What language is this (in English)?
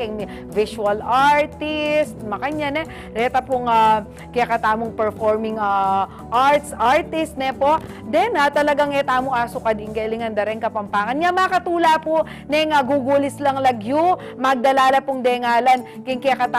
Pampanga